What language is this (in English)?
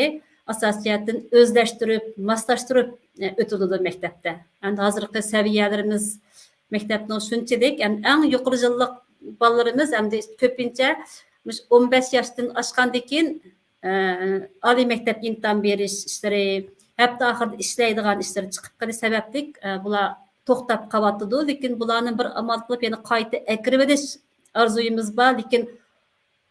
Uyghur